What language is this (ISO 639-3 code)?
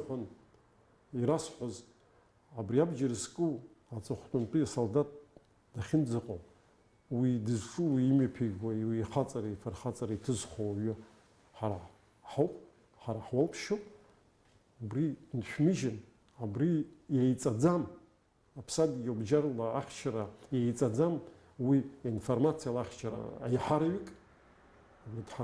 abk